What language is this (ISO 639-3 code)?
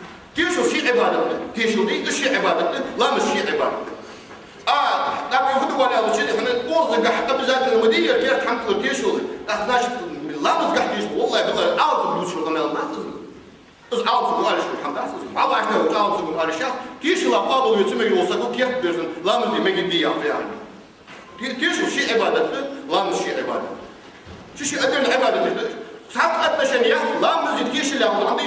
inh